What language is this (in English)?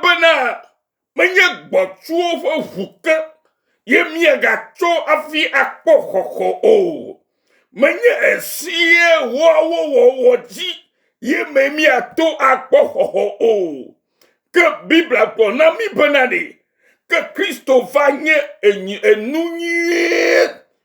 Ewe